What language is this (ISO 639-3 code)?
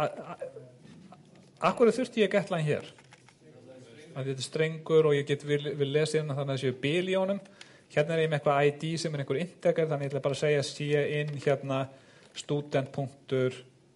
isl